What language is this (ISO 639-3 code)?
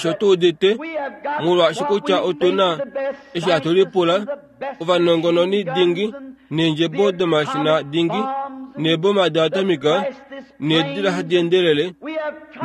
kua